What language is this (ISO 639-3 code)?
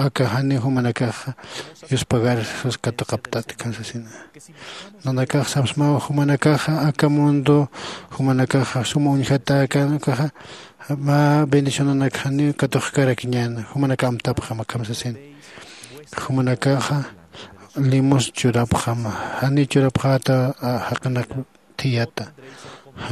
aym